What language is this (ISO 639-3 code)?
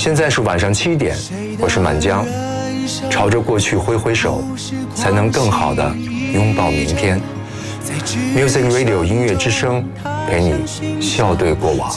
zho